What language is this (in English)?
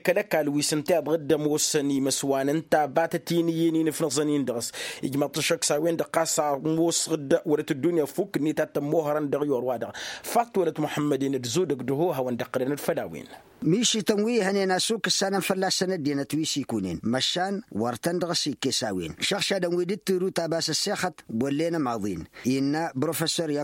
Tamasheq